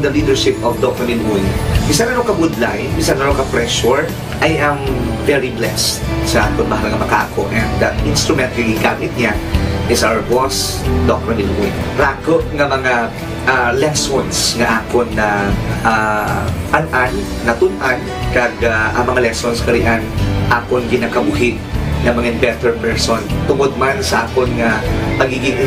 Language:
Hiligaynon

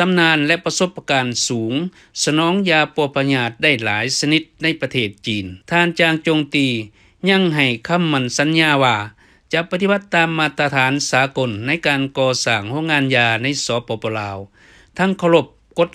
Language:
Lao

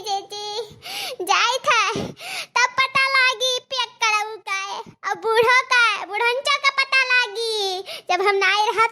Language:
Awadhi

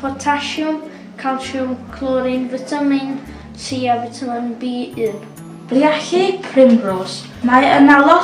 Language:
Welsh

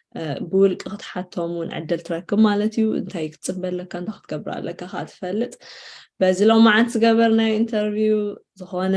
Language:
Tigrinya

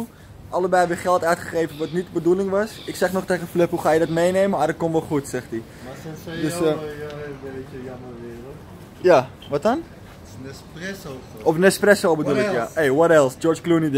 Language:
Dutch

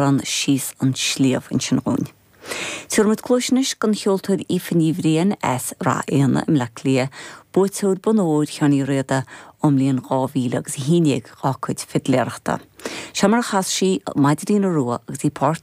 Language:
Irish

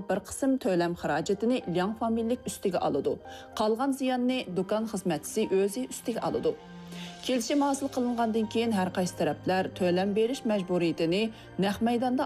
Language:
Uyghur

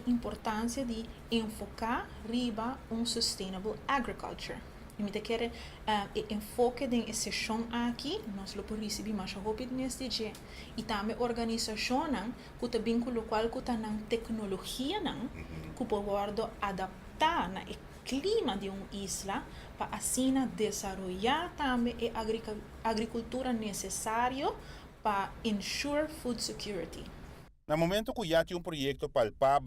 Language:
Papiamento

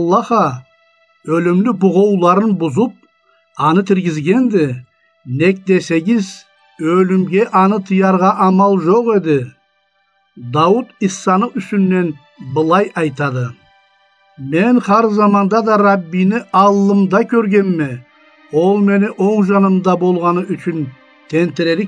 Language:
Karachay-Balkar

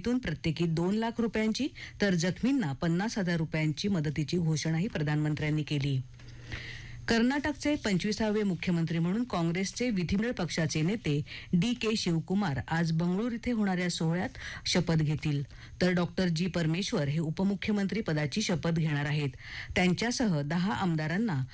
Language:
Marathi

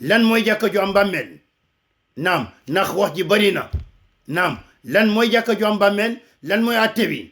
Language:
Wolof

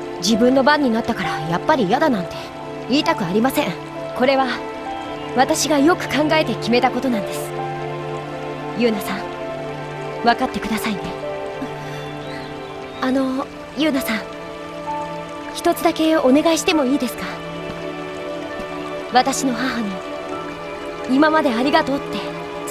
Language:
Japanese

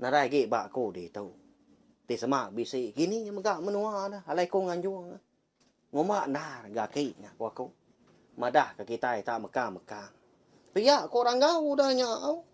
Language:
Iban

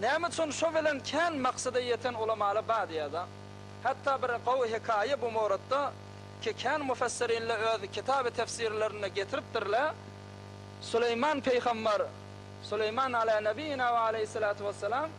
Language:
Turkmen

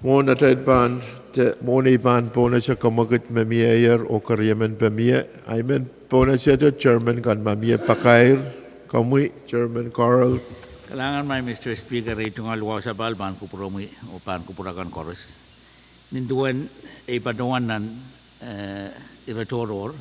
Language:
Pohnpeian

